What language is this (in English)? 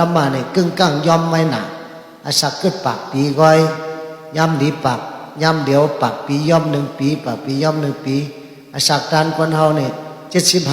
Shan